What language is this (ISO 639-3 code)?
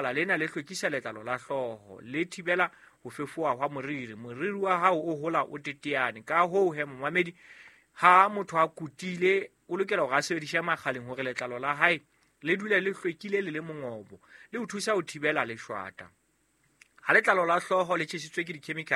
sot